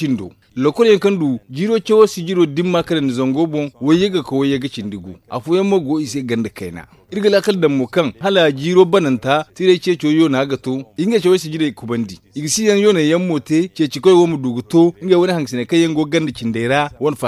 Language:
Zarma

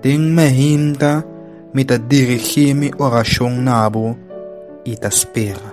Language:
Papiamento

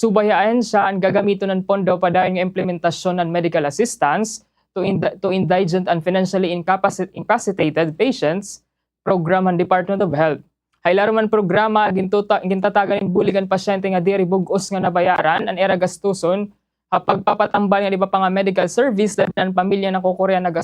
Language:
Waray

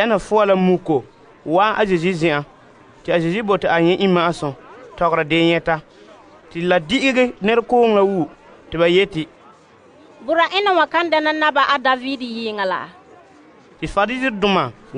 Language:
Frafra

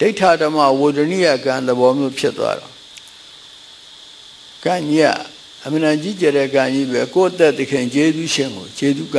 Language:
Burmese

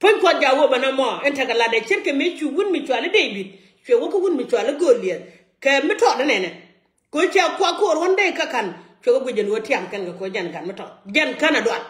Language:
Nuer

